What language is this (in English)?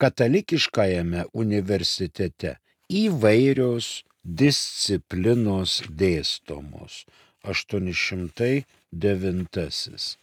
Lithuanian